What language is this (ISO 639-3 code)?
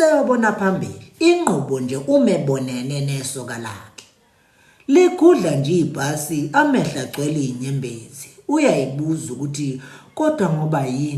zul